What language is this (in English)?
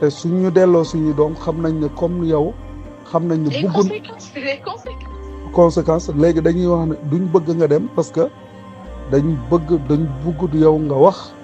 Wolof